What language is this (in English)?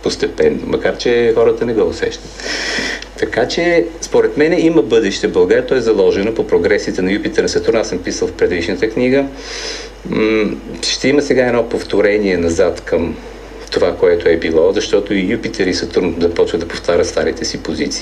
Bulgarian